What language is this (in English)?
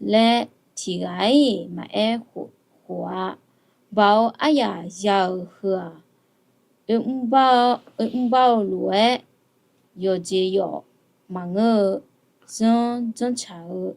Akha